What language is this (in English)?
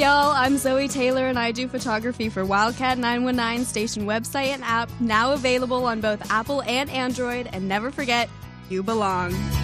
English